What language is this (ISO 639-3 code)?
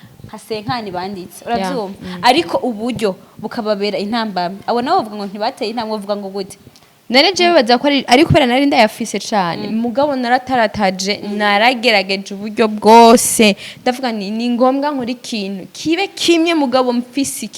run